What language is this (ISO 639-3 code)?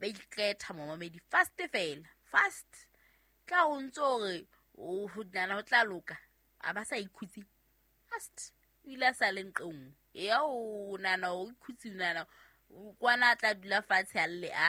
sot